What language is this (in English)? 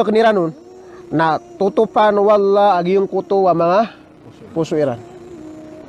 Maranao